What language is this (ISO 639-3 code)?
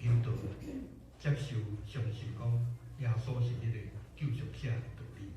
nan